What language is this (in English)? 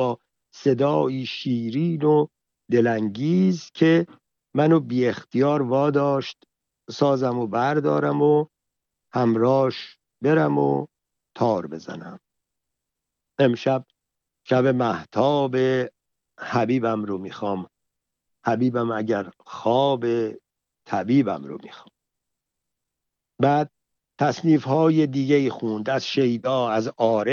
Persian